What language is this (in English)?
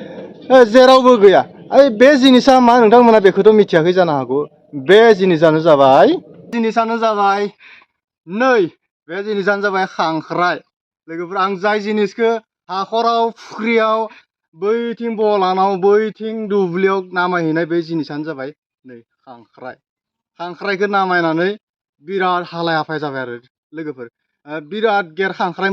Bodo